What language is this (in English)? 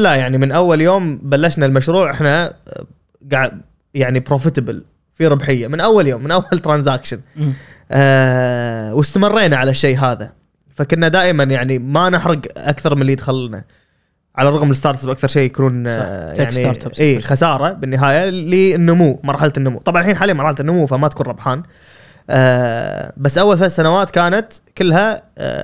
Gulf Arabic